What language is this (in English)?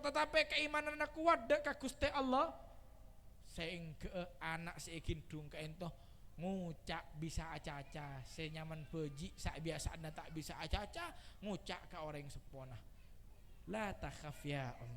Madurese